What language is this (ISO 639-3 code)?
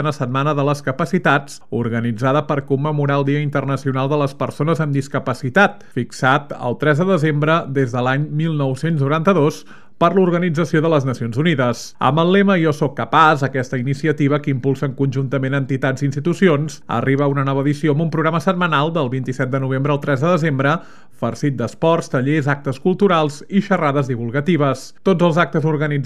cat